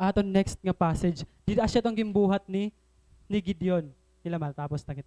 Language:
Waray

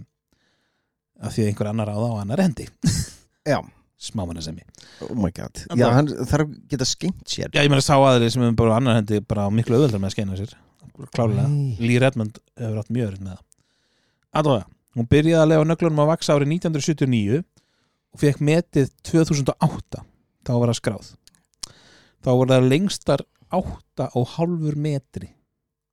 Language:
Icelandic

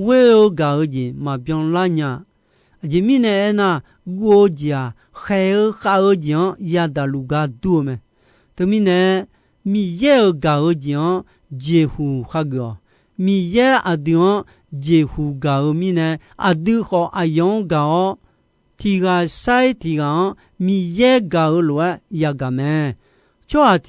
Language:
Akha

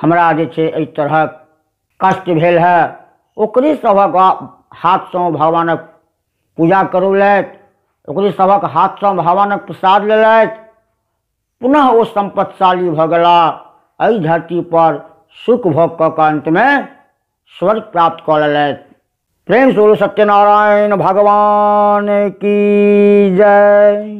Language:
Maithili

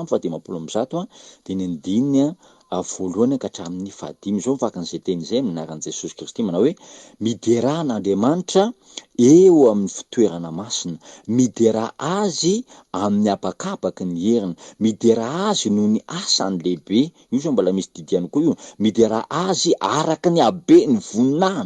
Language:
Malagasy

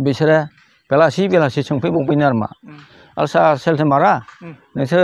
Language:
Bodo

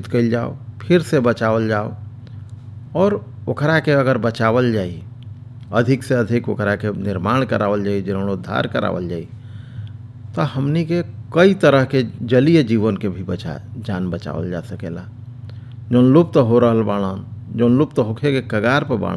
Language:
Bhojpuri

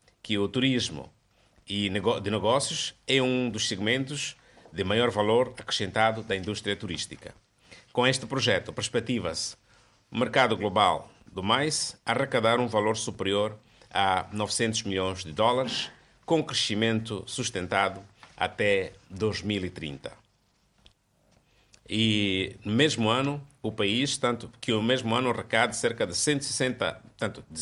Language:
Portuguese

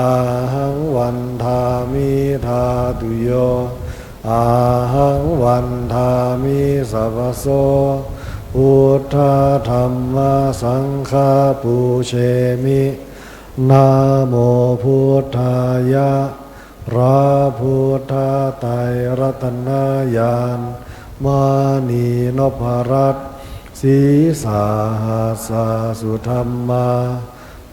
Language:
Pali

